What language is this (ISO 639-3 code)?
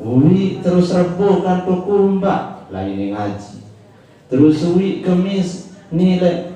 sas